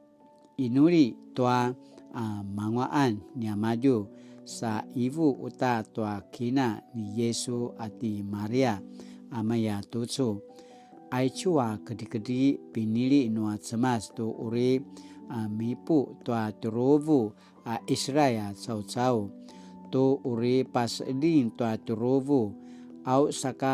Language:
Paiwan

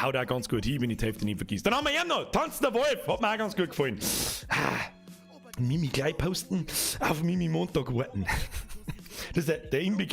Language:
Bavarian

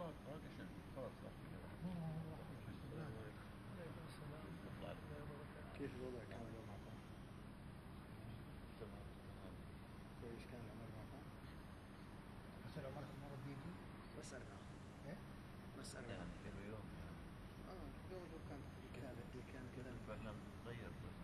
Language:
Arabic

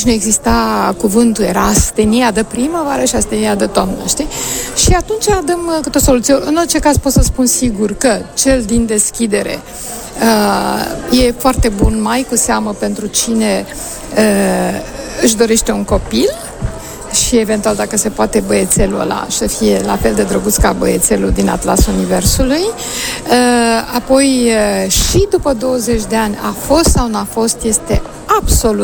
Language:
Romanian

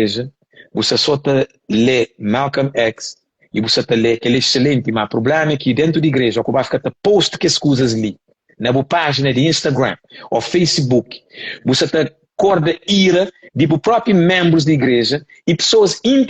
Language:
Kabuverdianu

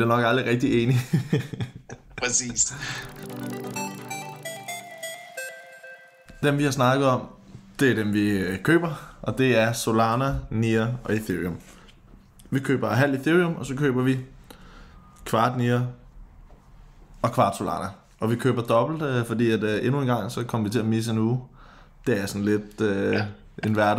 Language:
Danish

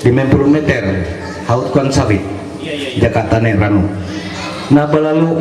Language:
Ma'anyan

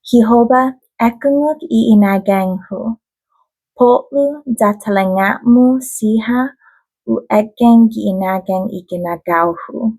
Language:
Chamorro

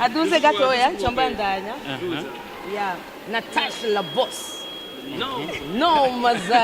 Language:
Rundi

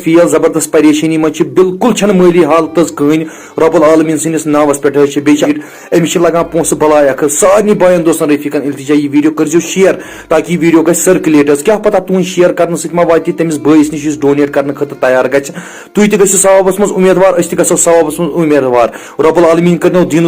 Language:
Kashmiri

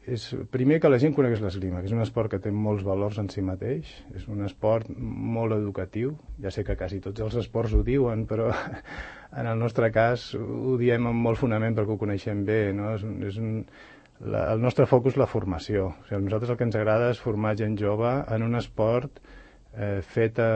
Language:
Catalan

